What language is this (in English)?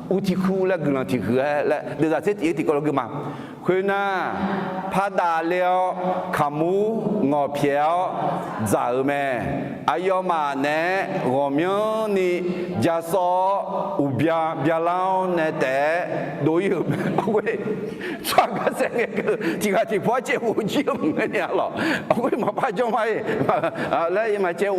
Akha